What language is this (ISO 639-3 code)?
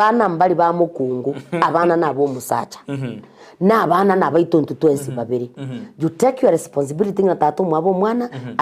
guz